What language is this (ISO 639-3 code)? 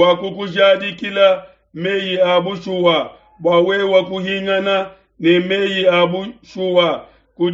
lua